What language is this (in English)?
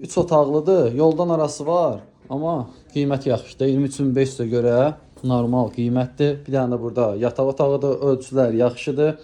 Azerbaijani